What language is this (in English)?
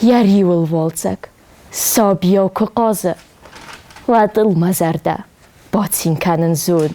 Ossetic